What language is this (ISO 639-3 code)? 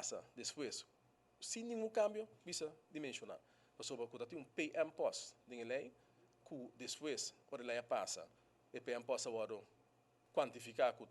pap